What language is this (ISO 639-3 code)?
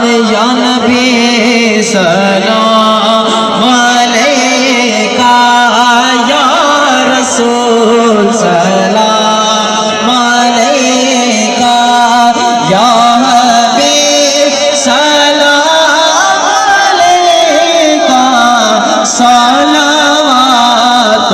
skr